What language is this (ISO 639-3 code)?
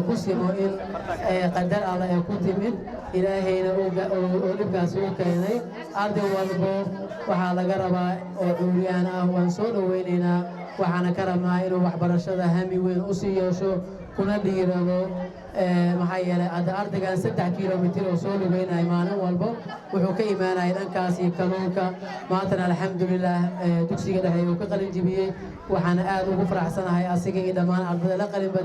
som